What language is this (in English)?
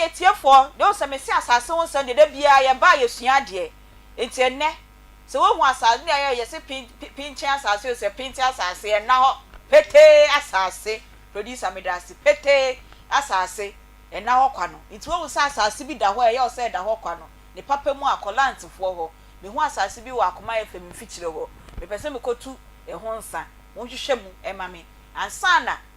Akan